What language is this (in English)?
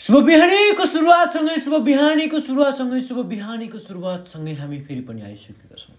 Nepali